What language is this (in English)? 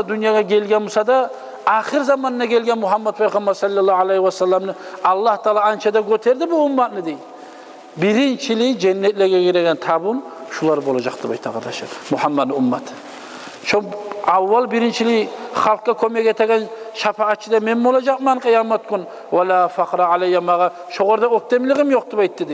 Kumyk